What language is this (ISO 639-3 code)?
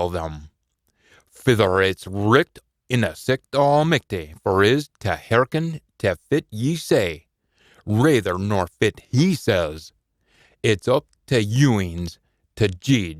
sco